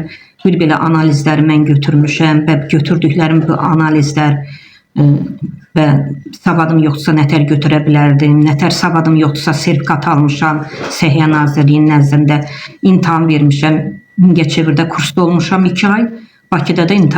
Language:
Azerbaijani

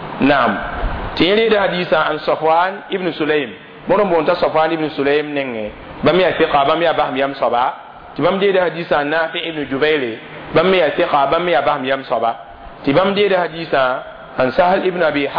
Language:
Mossi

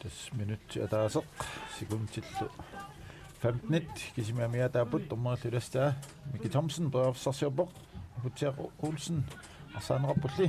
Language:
Kalaallisut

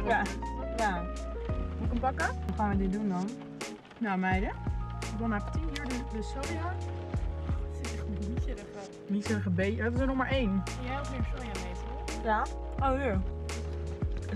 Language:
Dutch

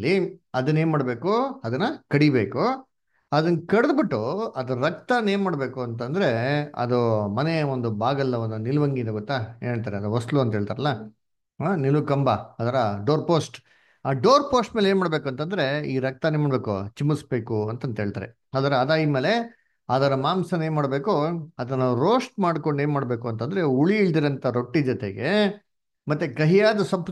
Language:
Kannada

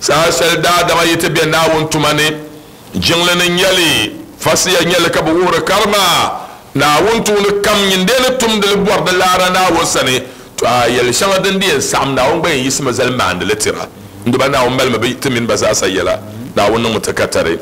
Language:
Dagbani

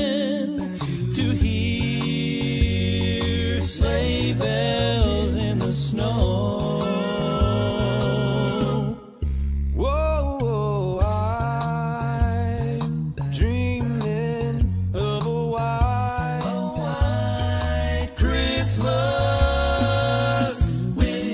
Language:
English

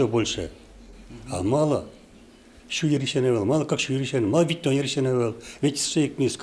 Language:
Udmurt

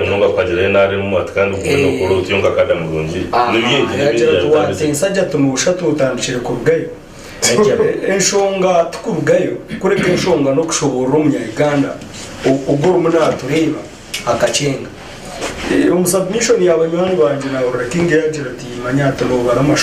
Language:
Nyankole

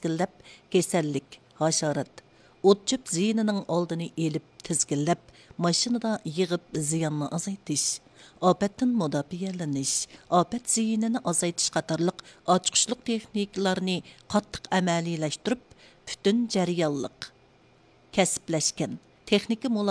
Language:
Uyghur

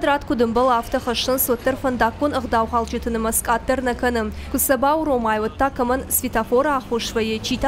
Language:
Ossetic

